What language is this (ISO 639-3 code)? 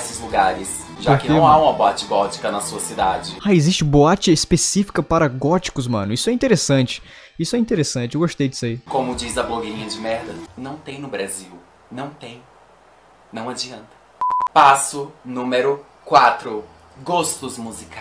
por